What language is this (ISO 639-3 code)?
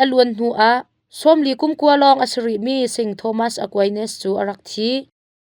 cnh